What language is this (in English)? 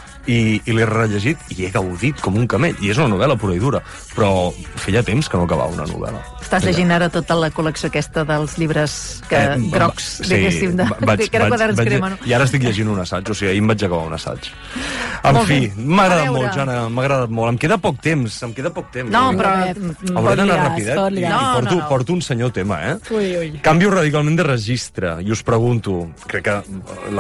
Catalan